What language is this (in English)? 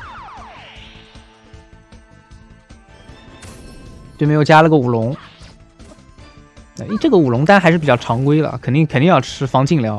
Chinese